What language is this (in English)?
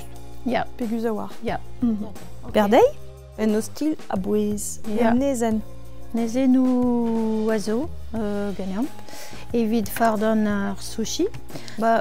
Breton